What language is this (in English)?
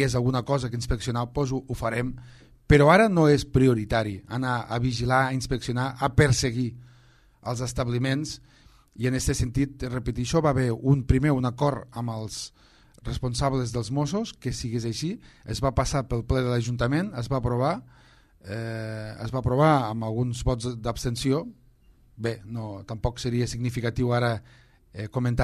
Catalan